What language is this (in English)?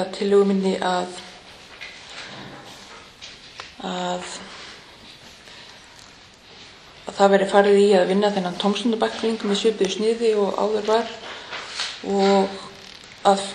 Icelandic